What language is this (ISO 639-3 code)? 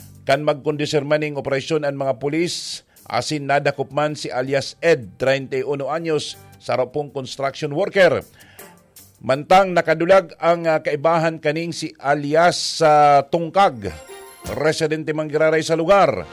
bik